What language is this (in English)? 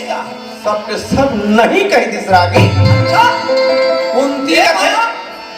Chhattisgarhi